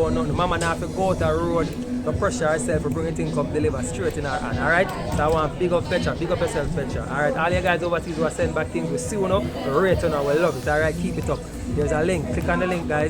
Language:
Jamaican Creole English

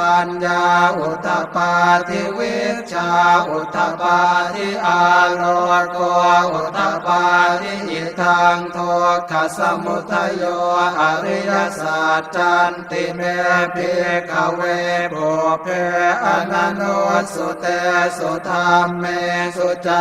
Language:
Pali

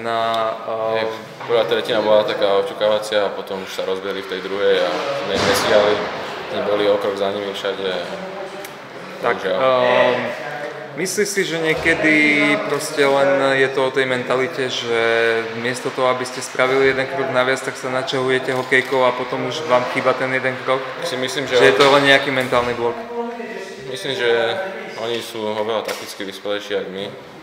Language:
Slovak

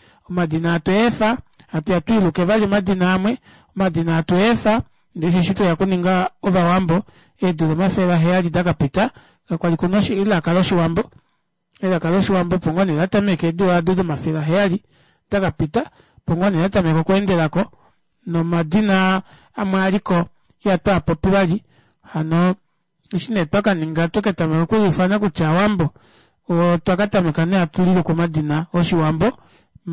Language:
Kuanyama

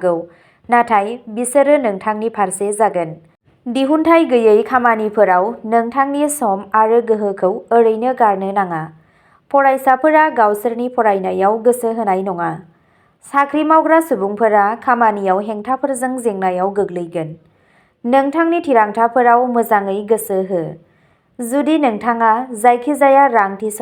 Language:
Bodo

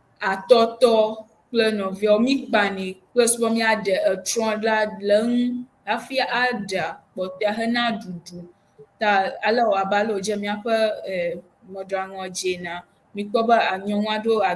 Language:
Ewe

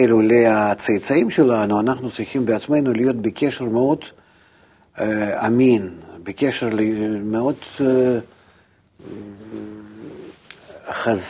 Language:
Hebrew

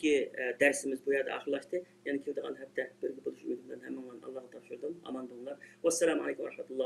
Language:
Uyghur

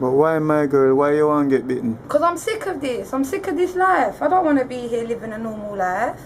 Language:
Jamaican Creole English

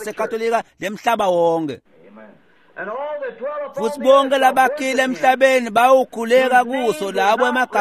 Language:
Swati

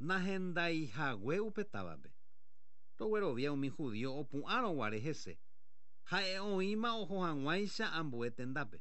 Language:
Guarani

